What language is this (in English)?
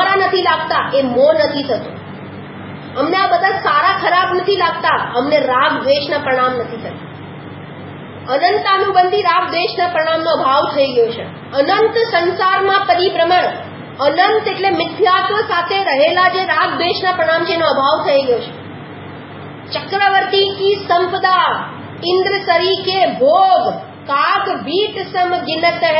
Gujarati